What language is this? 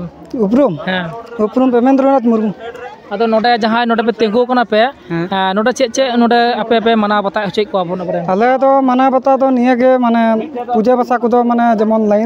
Santali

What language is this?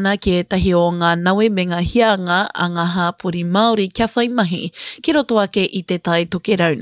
Māori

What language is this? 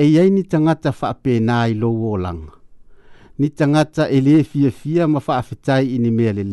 Samoan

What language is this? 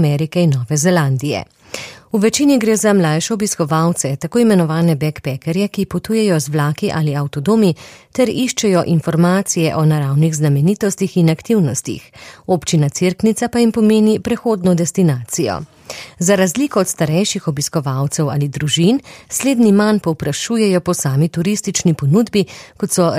Slovenian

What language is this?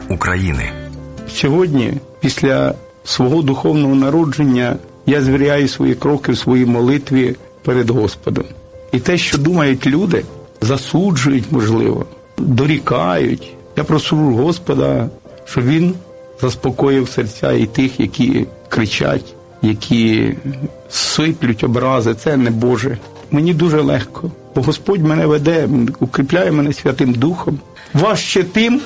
Ukrainian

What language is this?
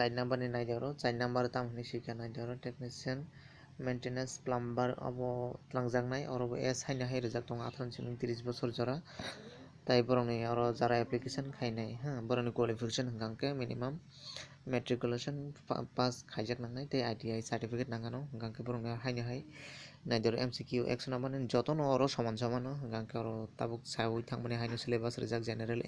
Kok Borok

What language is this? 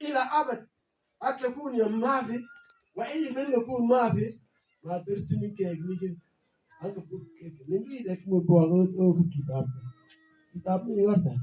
Mabaan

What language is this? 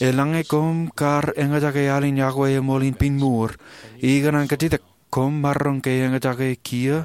Marshallese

